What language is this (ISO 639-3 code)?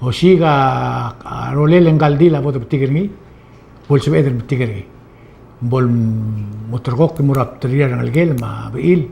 pau